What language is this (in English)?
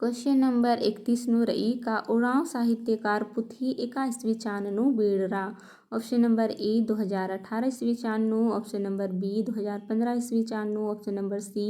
Kurukh